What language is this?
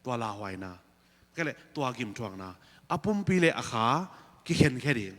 Tedim Chin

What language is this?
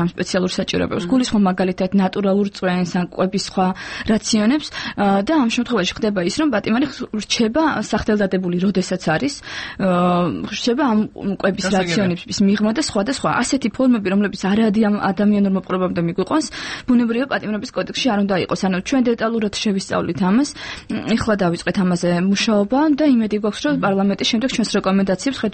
Georgian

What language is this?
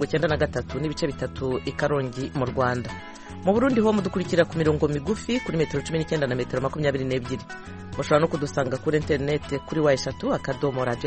Kinyarwanda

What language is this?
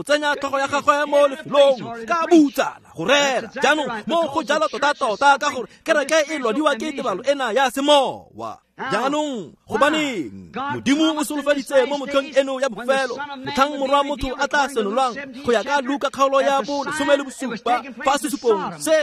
Tswana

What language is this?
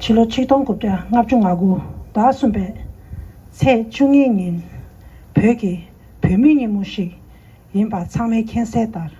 Tibetan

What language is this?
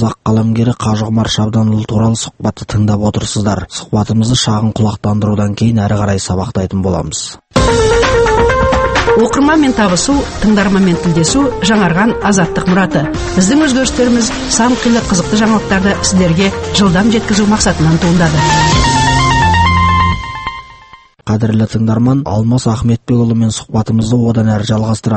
Kazakh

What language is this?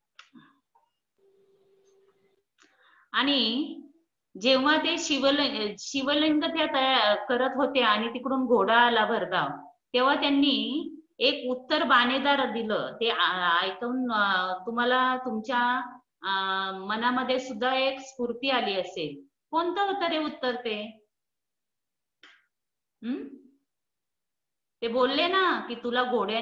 Marathi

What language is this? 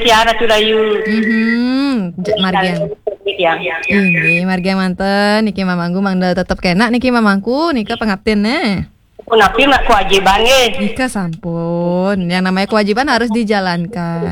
Balinese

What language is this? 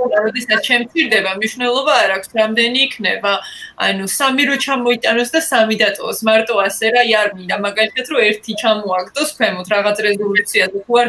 Georgian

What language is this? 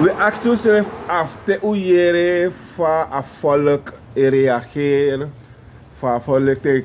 Sranan Tongo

